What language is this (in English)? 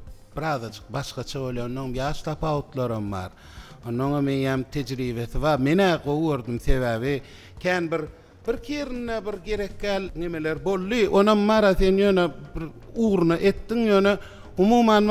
Turkmen